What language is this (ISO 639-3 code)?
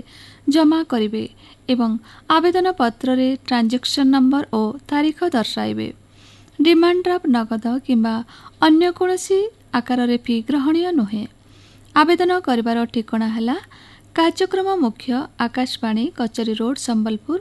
ori